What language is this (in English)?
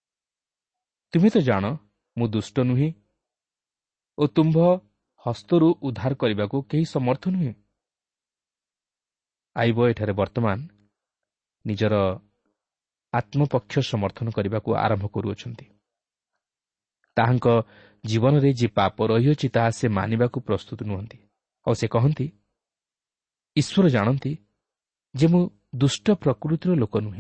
Odia